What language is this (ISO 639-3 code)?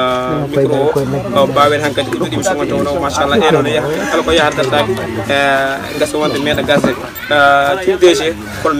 fuf